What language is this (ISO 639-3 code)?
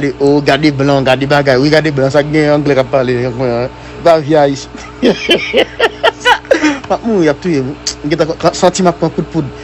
hat